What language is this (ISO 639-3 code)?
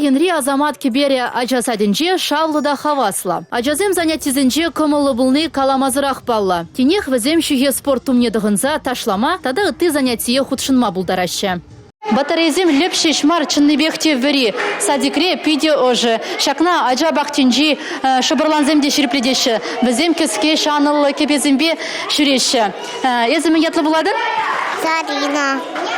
chv